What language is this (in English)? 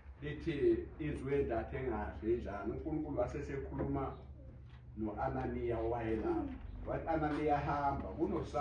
Zulu